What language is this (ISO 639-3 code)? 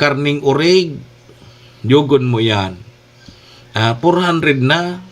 bik